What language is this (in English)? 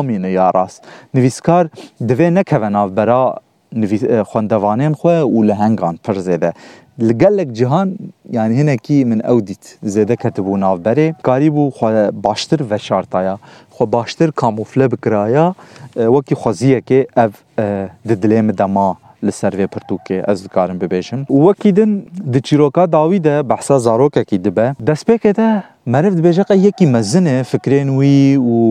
Kurdish